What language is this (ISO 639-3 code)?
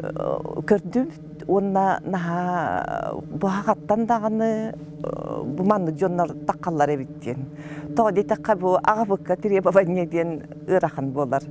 sah